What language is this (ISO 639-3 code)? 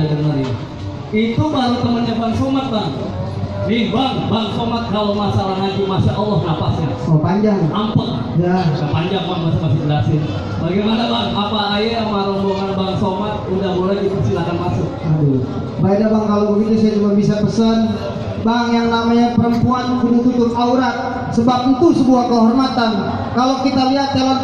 bew